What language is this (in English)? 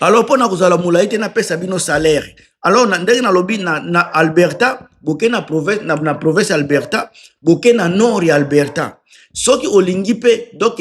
Lingala